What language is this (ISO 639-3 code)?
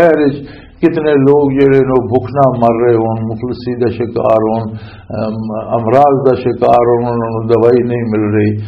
lah